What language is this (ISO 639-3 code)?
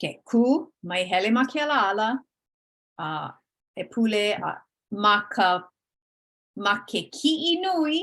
haw